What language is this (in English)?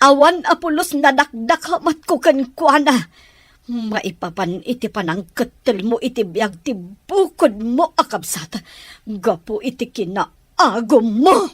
Iloko